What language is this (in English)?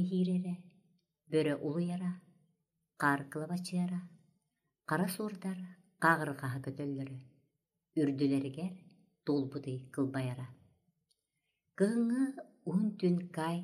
Yakut